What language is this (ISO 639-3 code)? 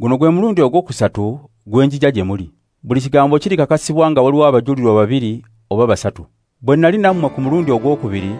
lug